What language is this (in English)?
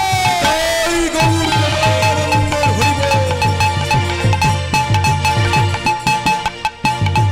Bangla